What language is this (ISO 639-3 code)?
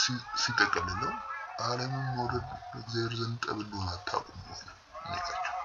amh